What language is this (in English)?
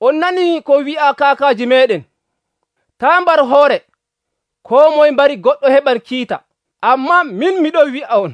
Nigerian Fulfulde